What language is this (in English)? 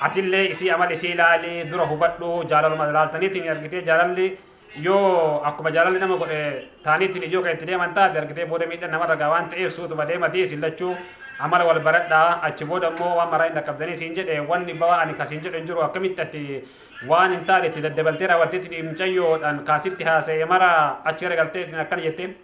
Oromo